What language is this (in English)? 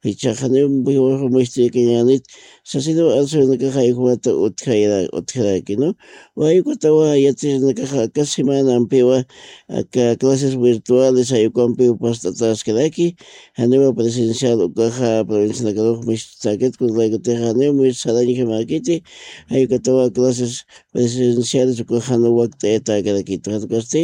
Aymara